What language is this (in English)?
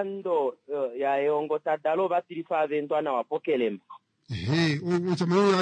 Kuanyama